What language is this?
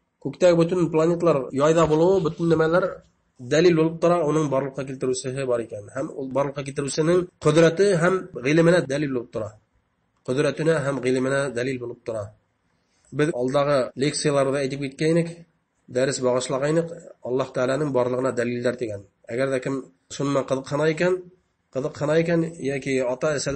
Bashkir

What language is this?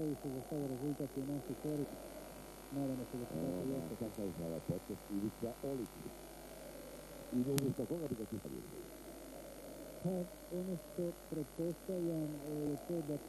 Croatian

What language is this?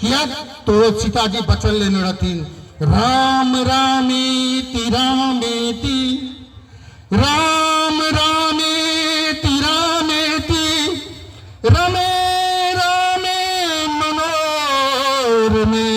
Maithili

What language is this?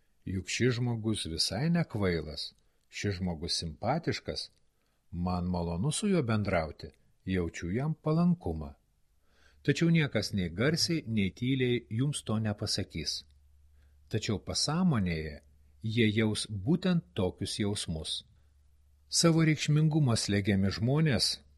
Lithuanian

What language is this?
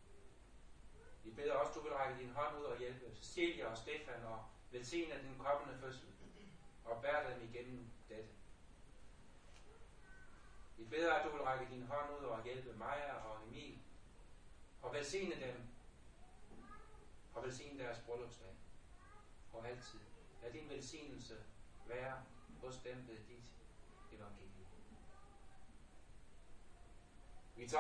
Danish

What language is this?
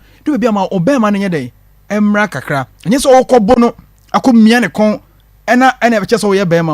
Akan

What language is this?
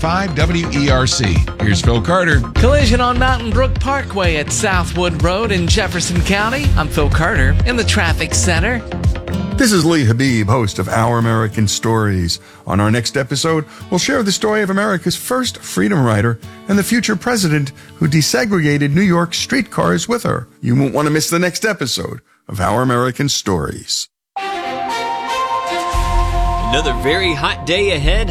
English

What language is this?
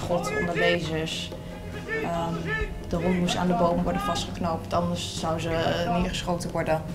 Dutch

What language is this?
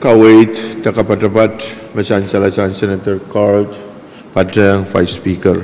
Pohnpeian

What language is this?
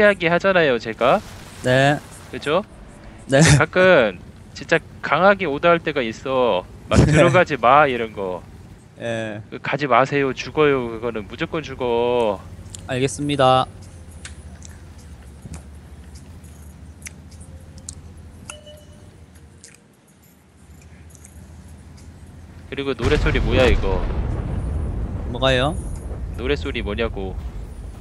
Korean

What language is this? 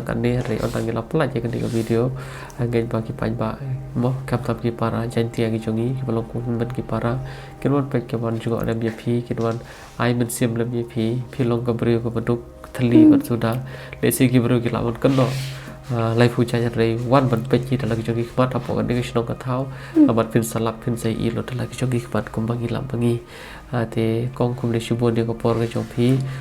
Khasi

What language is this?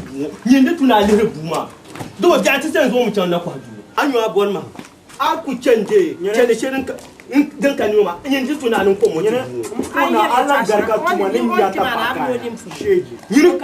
Dagbani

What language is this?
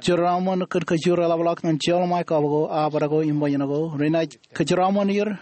Marshallese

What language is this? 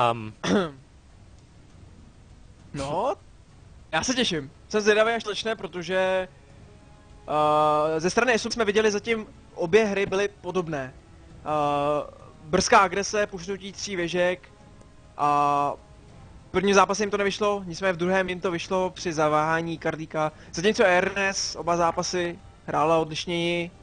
Czech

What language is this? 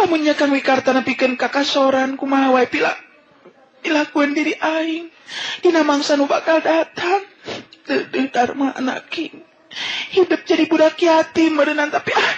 Sundanese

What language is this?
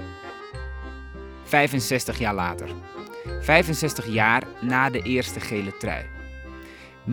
Dutch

